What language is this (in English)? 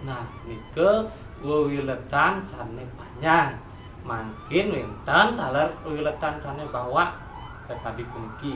Balinese